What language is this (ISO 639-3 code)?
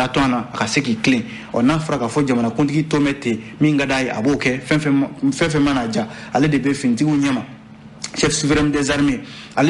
bam